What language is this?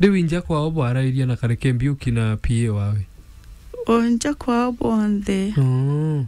Meru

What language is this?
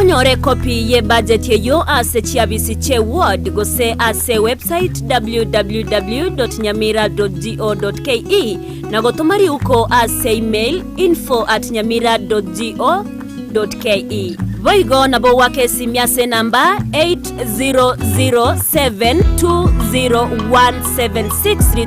Gusii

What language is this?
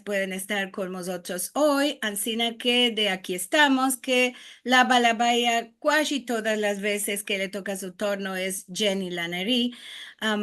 Ladino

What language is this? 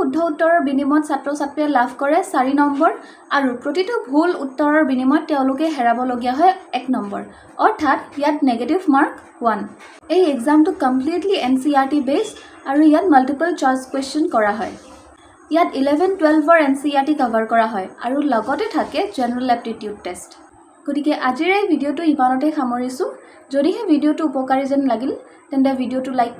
Assamese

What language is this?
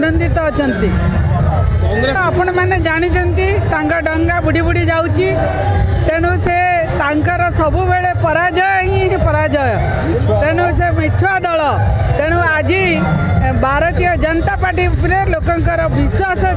Odia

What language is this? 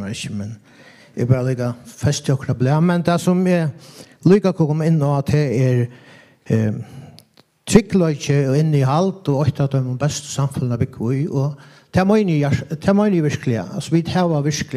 Faroese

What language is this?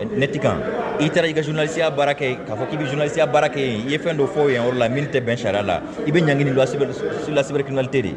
Mandingo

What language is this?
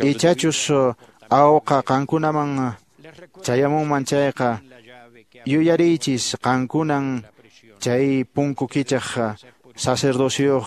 Quechua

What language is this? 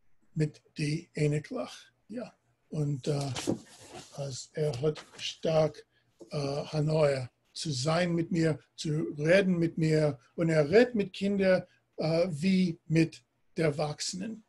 Yiddish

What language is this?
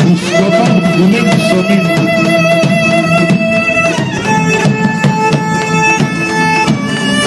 Greek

